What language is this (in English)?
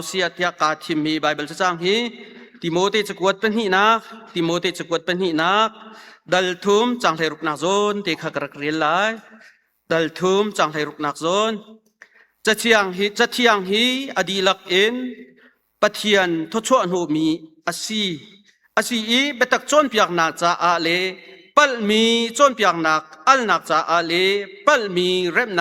Hakha Chin